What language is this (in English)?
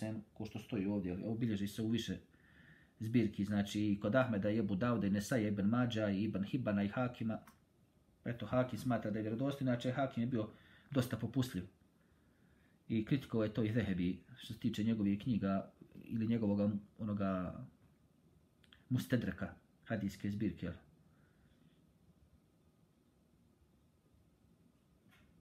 Bosnian